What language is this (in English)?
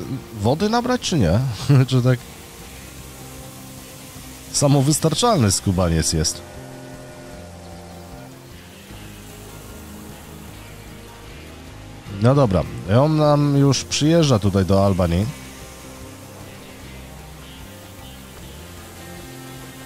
Polish